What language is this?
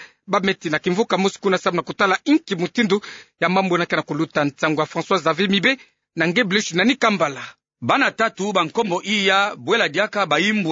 Kituba (Democratic Republic of Congo)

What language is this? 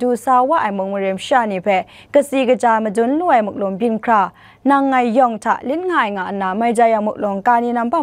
Kachin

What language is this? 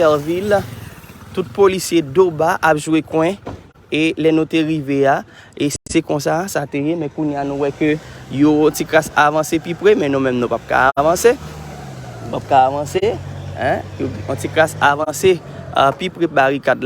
Haitian Creole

